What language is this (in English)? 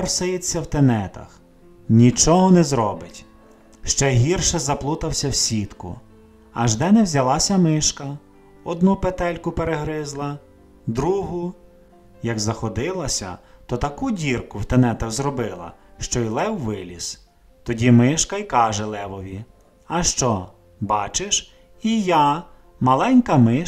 Ukrainian